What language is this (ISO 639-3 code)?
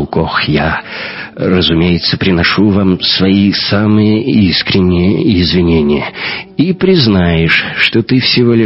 rus